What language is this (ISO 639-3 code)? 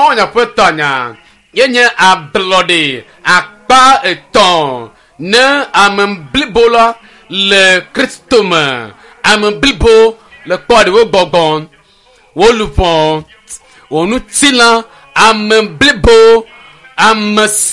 ewe